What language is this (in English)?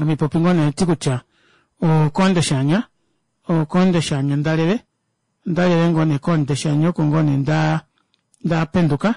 Kuanyama